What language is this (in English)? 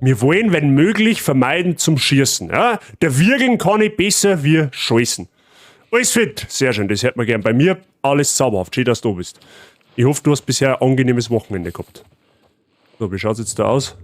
Bavarian